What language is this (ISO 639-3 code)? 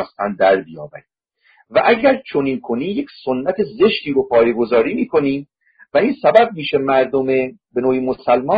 fas